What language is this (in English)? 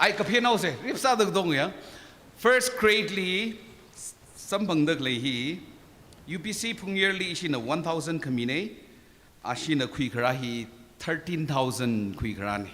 Tangkhul Naga (India)